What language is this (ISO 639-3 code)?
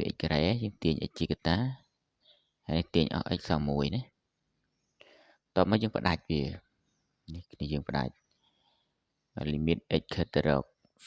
khm